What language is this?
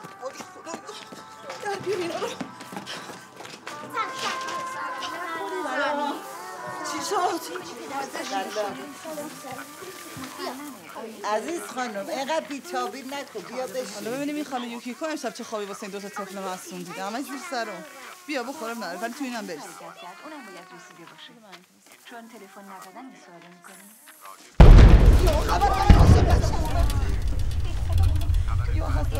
Persian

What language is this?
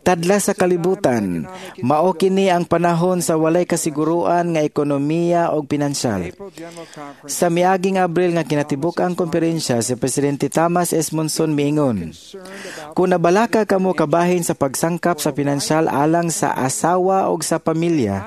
Cebuano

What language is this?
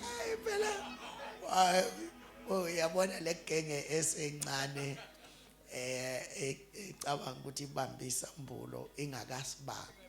Zulu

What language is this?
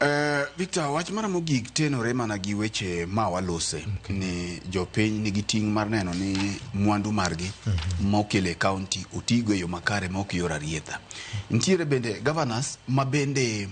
Luo (Kenya and Tanzania)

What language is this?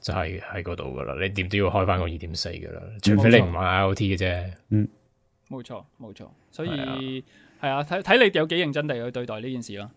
Cantonese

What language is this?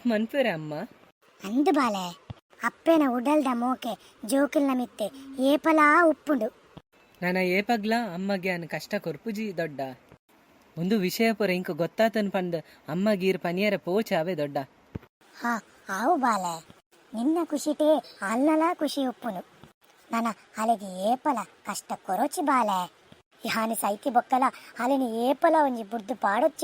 Tulu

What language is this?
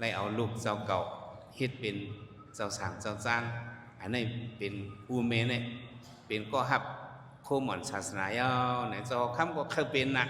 Shan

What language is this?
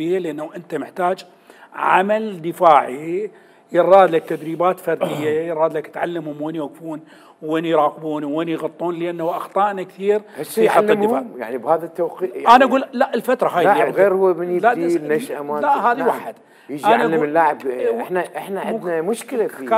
Mesopotamian Arabic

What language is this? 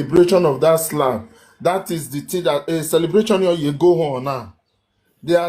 Nigerian Pidgin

